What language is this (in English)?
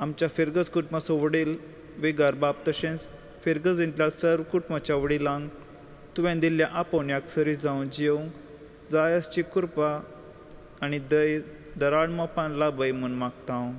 Konkani